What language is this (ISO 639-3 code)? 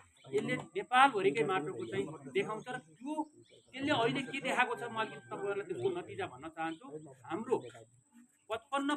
nep